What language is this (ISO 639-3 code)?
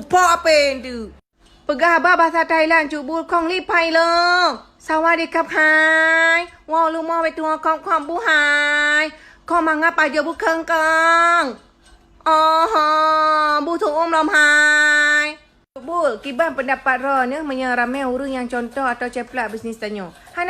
ace